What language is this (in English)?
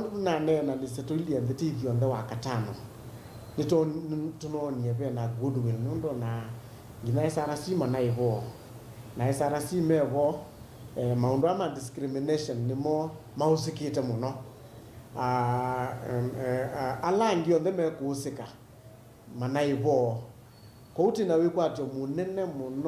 Kamba